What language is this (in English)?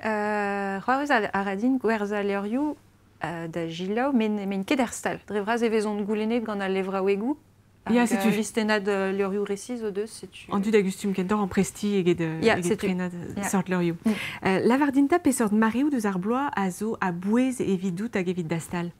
Breton